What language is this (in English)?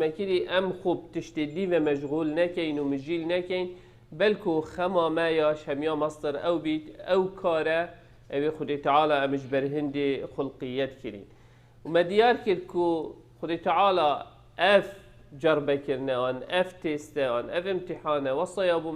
Kurdish